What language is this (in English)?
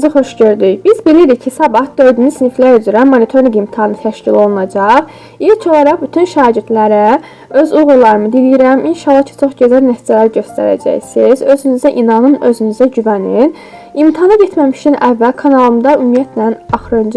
Azerbaijani